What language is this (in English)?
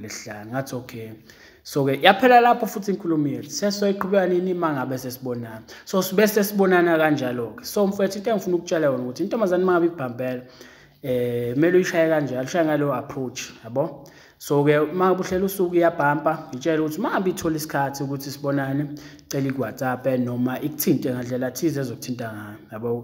Zulu